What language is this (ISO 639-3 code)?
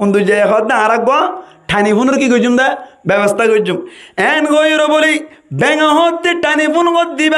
rhg